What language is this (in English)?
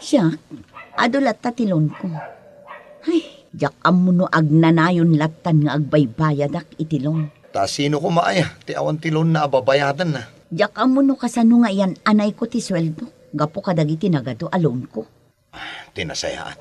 Iloko